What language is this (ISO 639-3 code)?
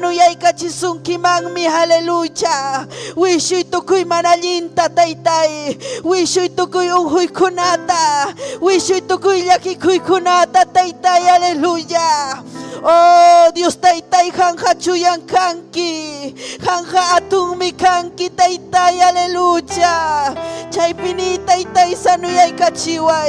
quy